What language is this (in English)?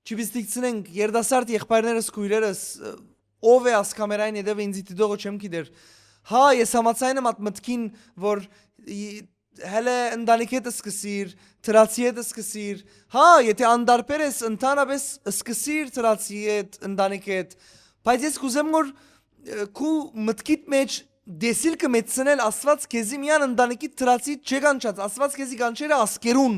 Western Armenian